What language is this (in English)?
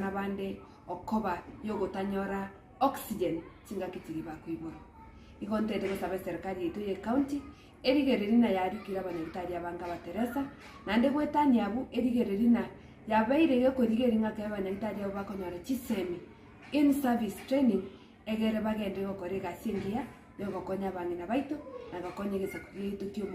Gusii